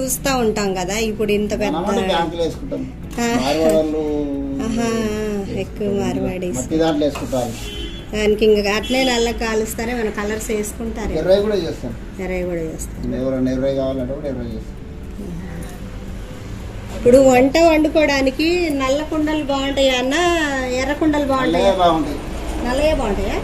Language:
Telugu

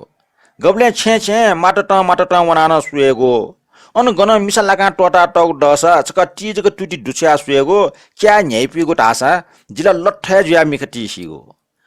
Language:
Newari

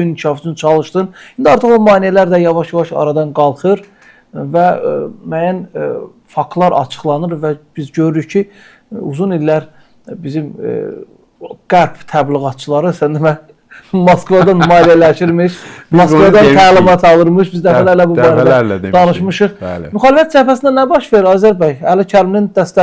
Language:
Azerbaijani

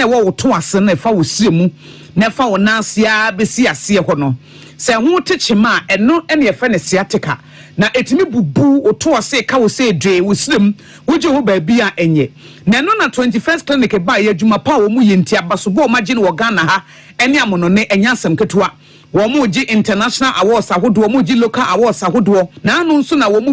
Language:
Akan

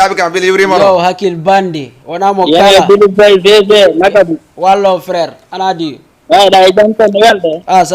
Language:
Fula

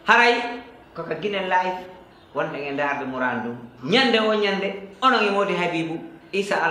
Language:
Fula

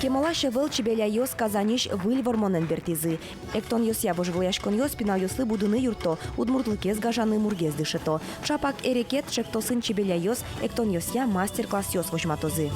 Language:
Udmurt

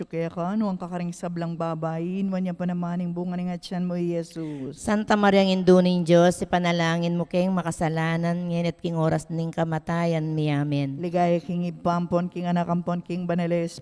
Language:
Pampanga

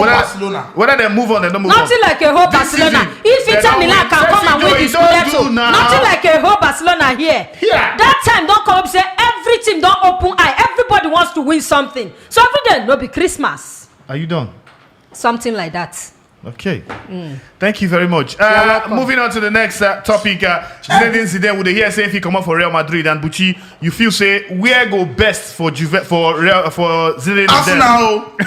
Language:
Nigerian Pidgin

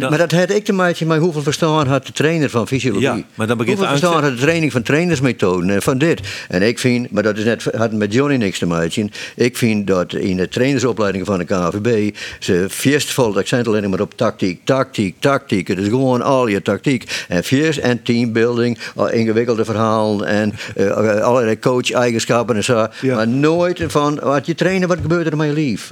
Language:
Western Frisian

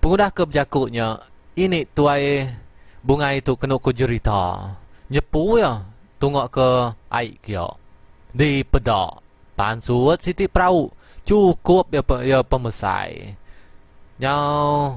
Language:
Iban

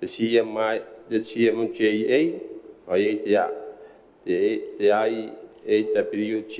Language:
Gilbertese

